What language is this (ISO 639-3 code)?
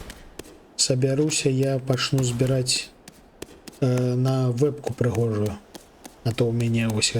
bel